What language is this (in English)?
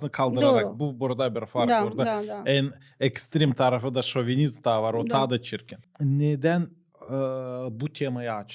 Gagauz